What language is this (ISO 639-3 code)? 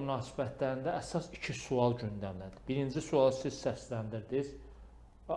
aze